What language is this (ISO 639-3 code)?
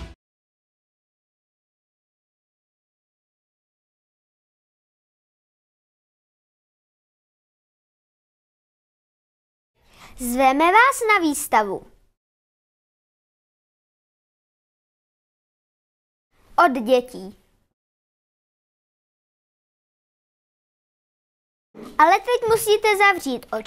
ces